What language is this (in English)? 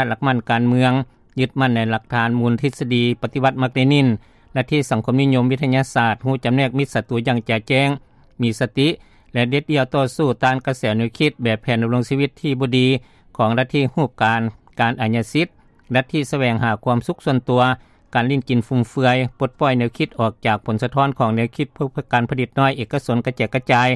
Lao